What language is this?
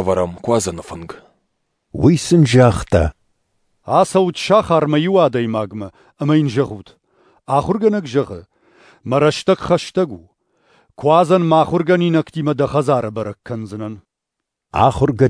Ossetic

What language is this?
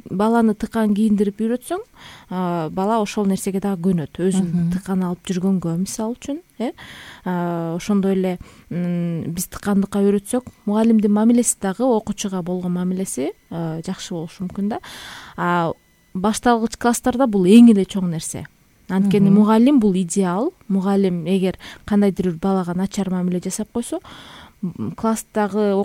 Kyrgyz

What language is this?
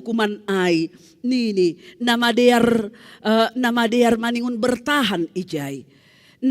Batak Simalungun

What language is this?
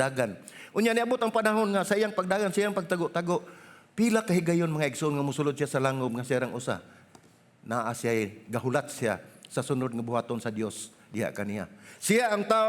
Cebuano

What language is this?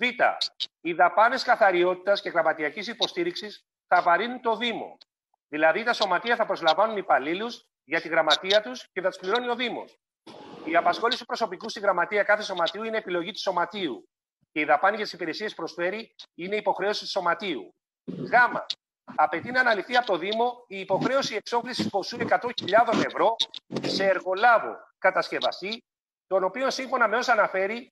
Greek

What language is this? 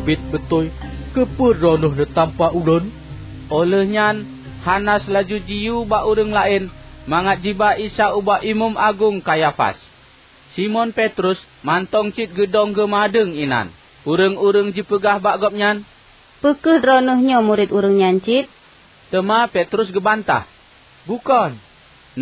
Achinese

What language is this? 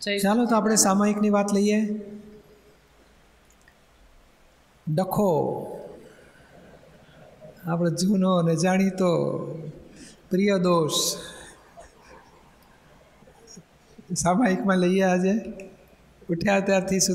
Gujarati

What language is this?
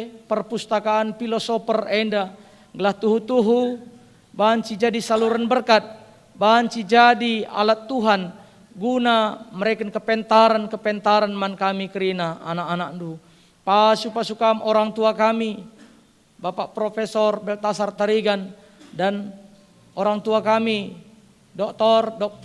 Batak Karo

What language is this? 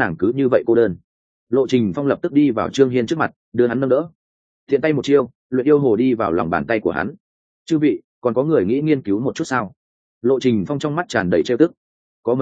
Vietnamese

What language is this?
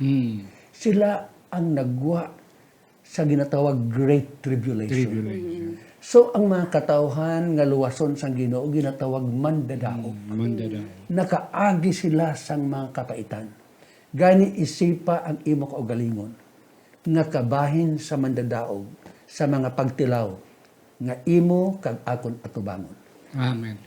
Hiligaynon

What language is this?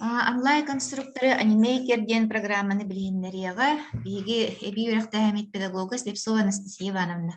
Yakut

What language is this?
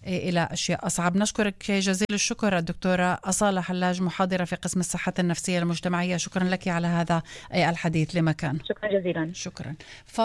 Arabic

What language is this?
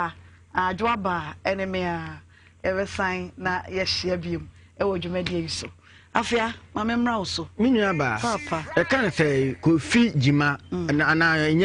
Akan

